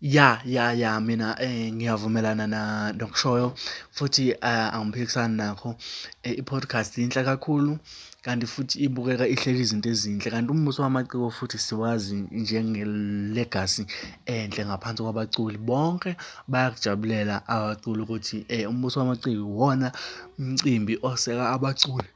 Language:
Zulu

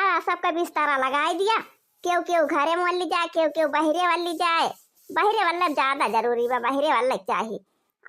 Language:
Awadhi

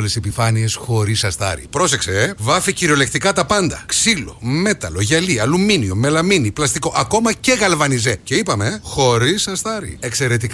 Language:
Greek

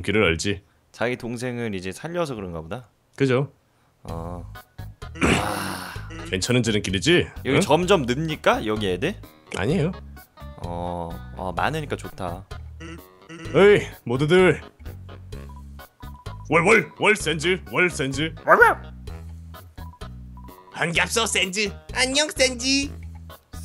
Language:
Korean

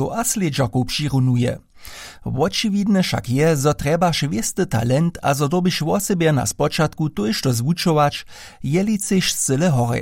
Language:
Upper Sorbian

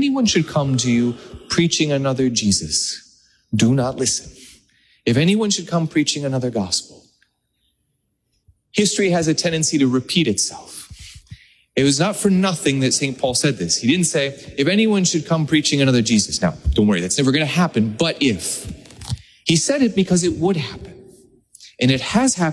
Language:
English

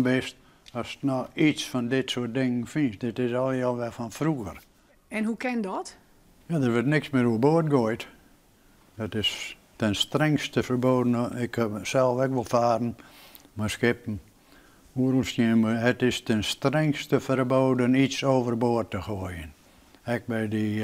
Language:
Western Frisian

